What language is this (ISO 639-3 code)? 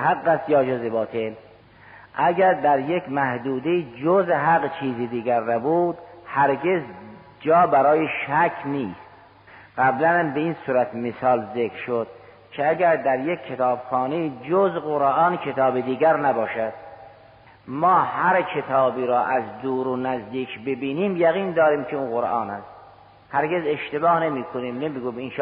fas